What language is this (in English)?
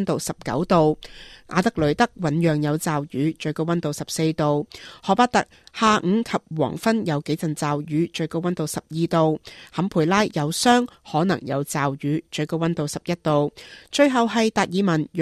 Cantonese